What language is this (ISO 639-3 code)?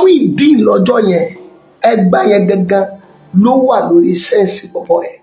yor